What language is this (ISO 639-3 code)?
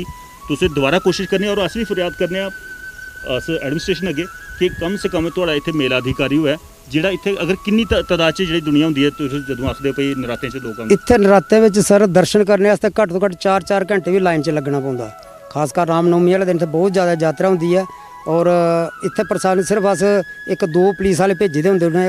doi